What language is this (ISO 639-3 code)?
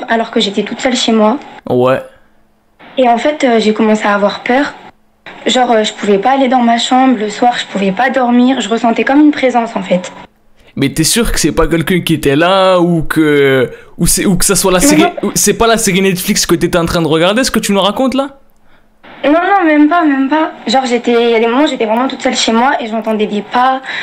fra